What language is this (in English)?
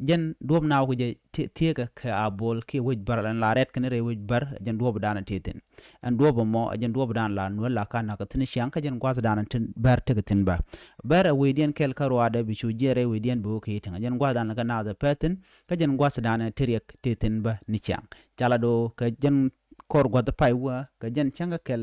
Nuer